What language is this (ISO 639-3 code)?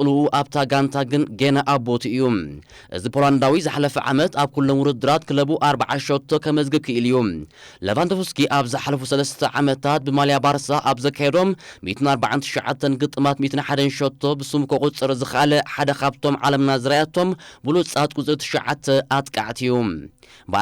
tir